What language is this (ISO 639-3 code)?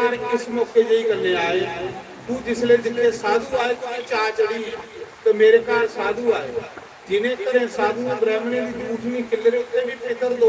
doi